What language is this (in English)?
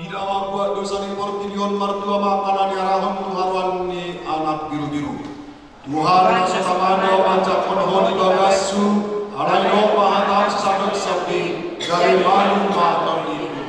Batak Toba